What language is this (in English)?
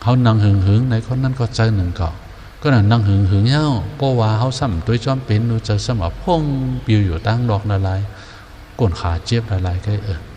Shan